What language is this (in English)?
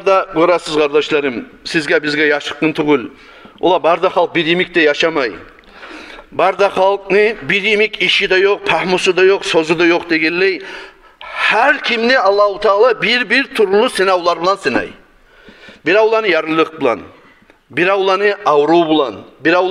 Kumyk